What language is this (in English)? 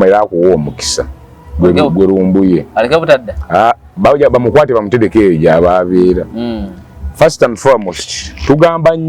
Ganda